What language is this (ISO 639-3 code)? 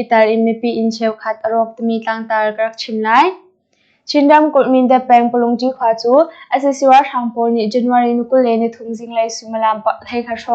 cnh